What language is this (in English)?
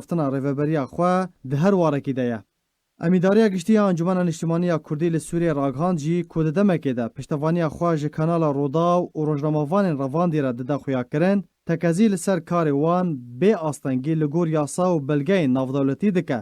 Kurdish